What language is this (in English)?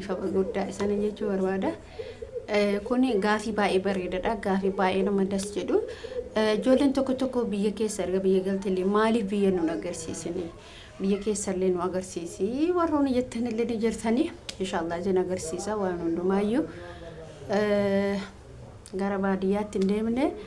Oromo